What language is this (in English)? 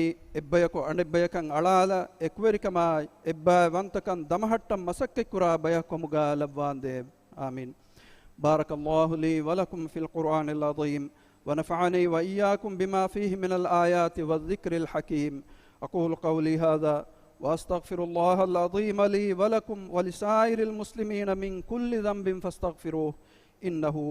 Divehi